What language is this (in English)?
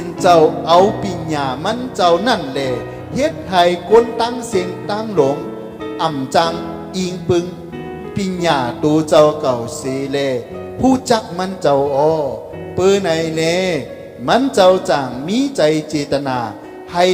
Shan